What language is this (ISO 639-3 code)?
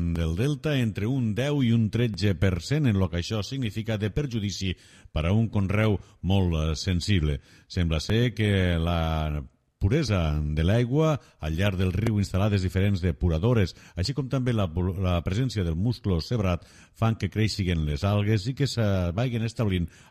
cat